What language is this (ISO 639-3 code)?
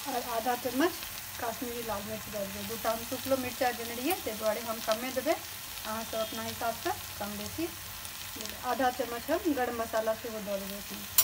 mai